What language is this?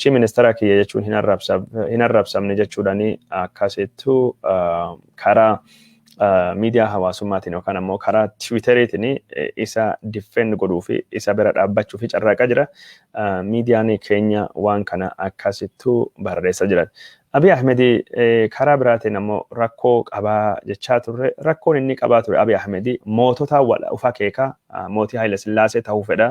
Oromo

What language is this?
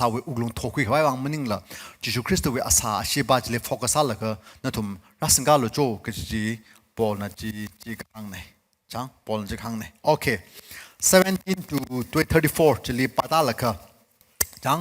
Tangkhul Naga (India)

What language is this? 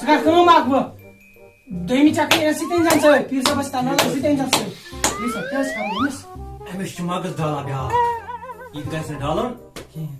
Kashmiri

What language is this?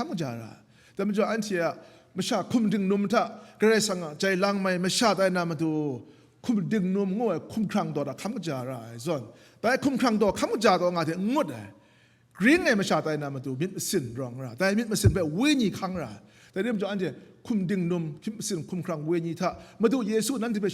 Kachin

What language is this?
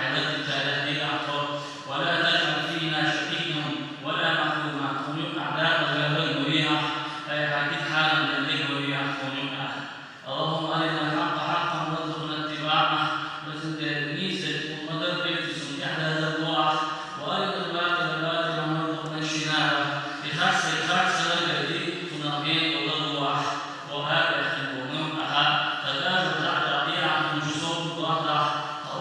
Chechen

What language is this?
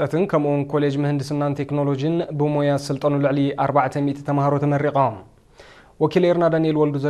Tigrinya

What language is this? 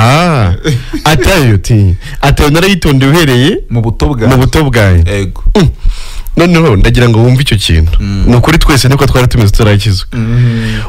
Kinyarwanda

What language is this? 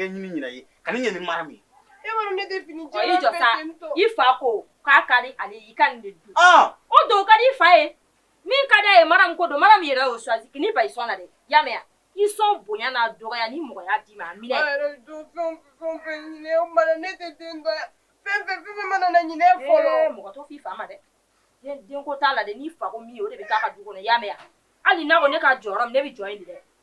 Bambara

